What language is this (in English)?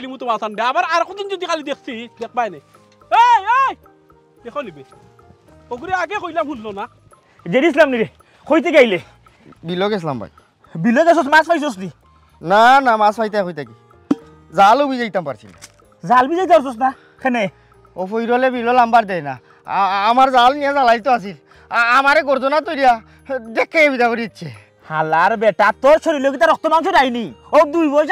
Sylheti